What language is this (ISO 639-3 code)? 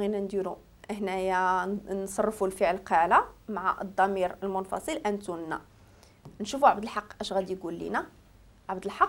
ary